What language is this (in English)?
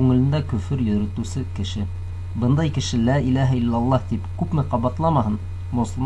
Bashkir